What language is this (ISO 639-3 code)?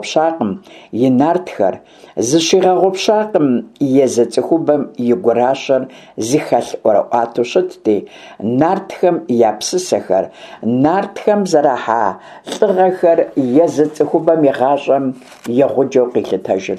kbd